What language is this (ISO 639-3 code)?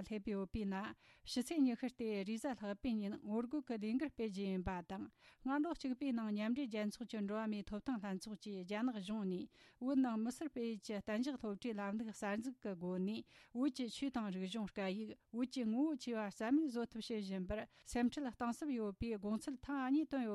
bod